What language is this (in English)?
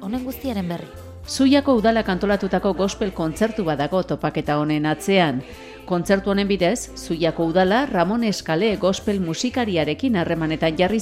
Basque